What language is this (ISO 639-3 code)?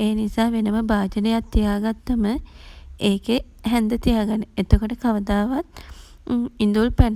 sin